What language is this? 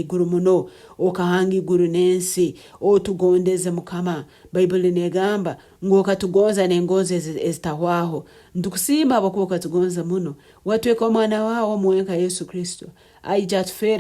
Nyankole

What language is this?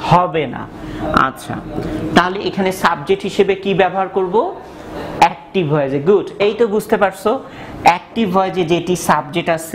Bangla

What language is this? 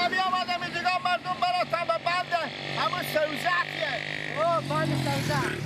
Persian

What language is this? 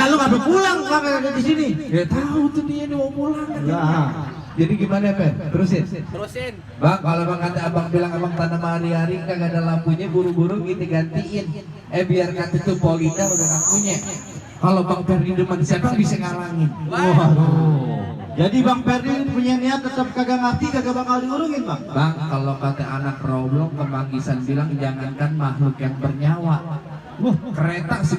Betawi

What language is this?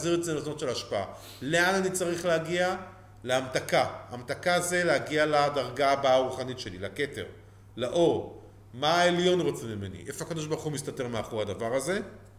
Hebrew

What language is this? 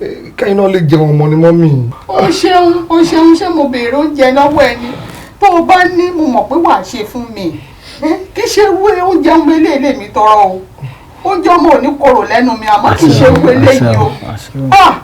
Yoruba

